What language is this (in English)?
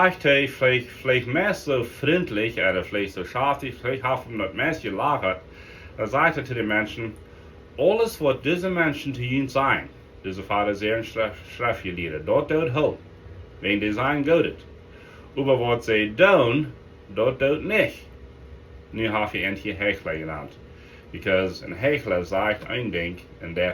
Plautdietsch